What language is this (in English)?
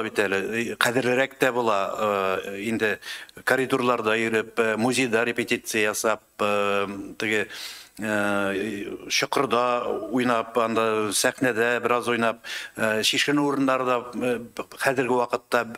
Tatar